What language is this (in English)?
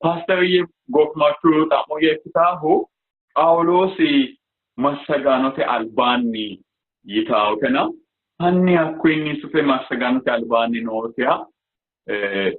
Sidamo